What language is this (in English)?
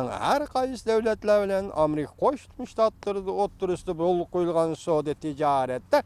Uyghur